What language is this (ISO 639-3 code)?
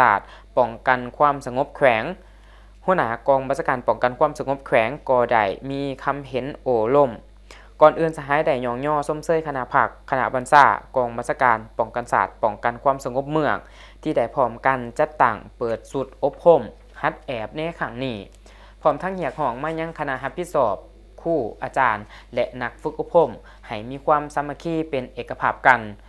lao